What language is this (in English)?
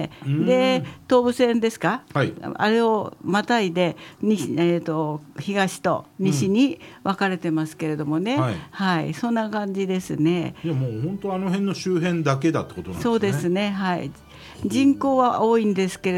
Japanese